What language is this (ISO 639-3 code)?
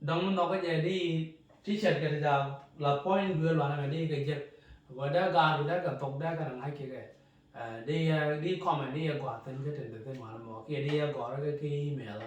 nus